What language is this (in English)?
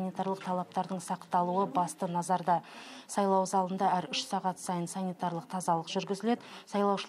Kazakh